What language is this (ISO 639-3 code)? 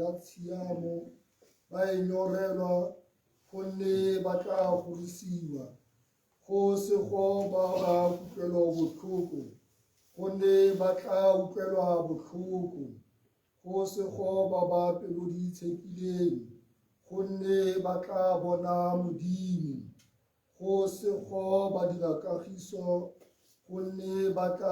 tsn